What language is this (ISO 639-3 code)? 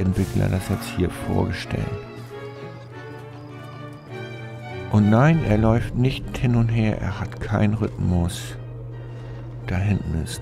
deu